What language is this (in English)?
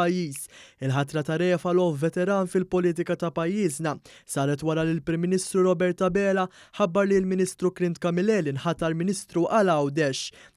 Maltese